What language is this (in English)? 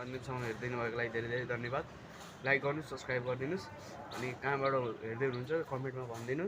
Nepali